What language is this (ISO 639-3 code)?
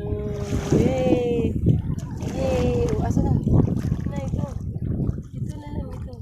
hil